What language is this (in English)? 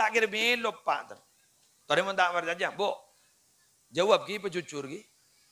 Madurese